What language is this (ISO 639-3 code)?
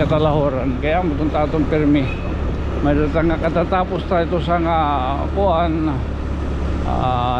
war